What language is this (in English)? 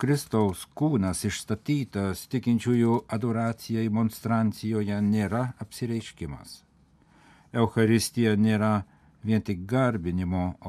Lithuanian